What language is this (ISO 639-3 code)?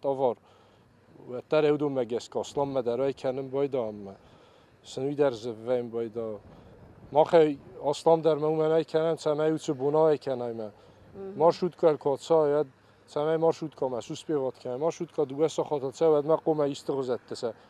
oss